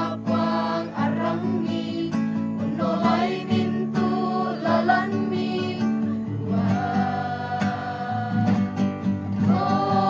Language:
Toraja-Sa'dan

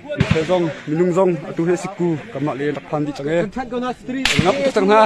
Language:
Hakha Chin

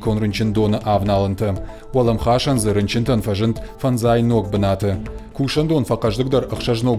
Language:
Ossetic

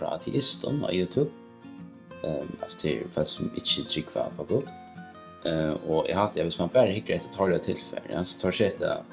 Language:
Faroese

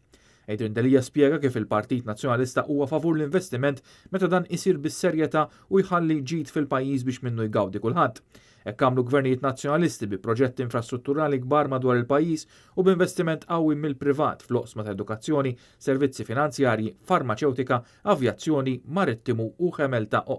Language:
Maltese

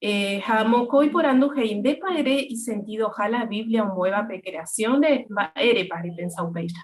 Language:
Guarani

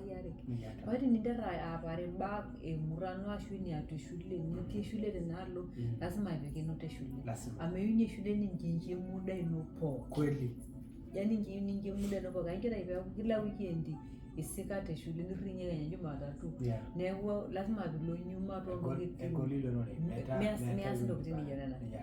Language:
Masai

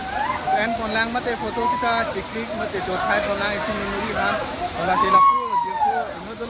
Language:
Karbi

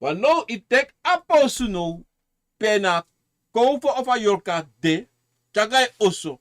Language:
Sranan Tongo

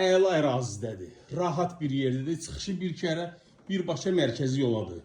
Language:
Azerbaijani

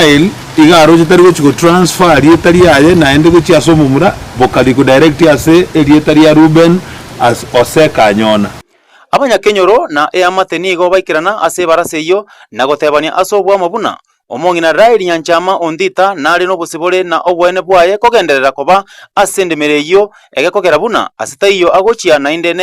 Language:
Gusii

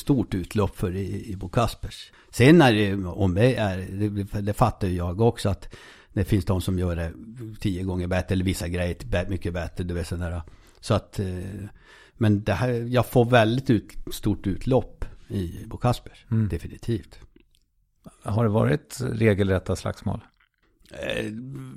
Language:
Swedish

